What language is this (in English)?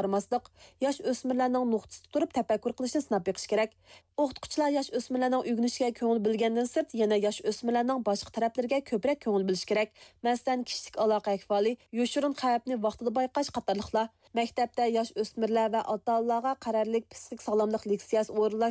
Uyghur